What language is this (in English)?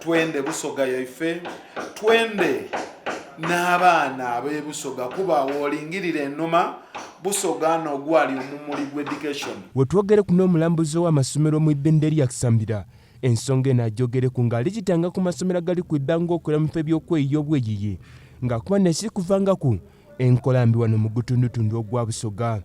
Soga